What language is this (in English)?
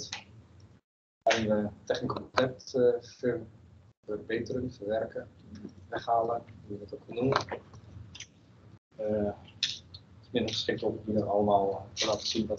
Dutch